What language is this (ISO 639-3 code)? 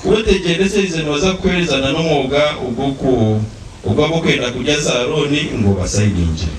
nyn